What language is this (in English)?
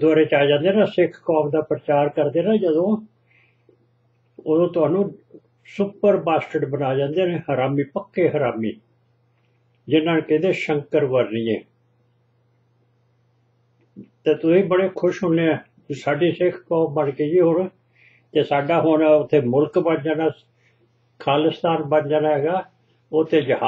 Punjabi